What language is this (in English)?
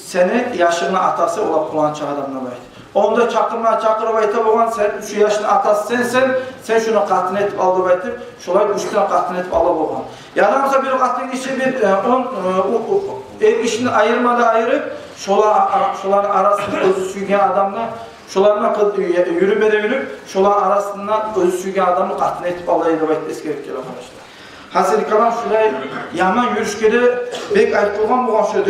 Kumyk